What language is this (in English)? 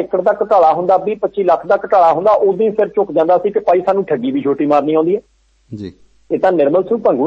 Punjabi